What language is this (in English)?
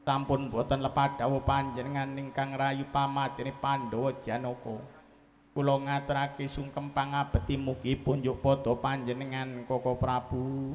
Javanese